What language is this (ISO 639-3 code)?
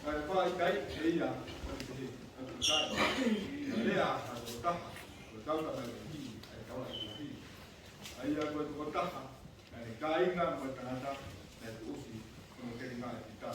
ton